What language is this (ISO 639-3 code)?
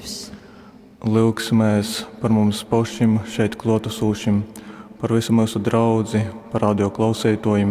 ltg